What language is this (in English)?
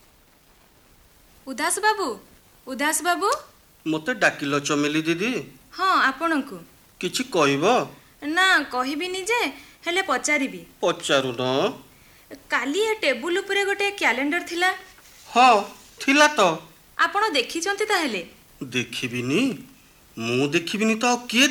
Odia